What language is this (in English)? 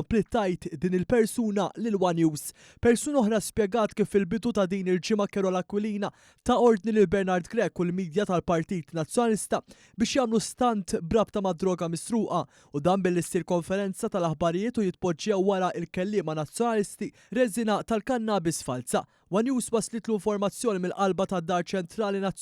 Maltese